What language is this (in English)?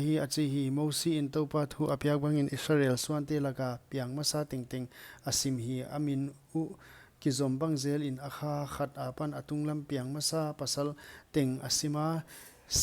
Paite Chin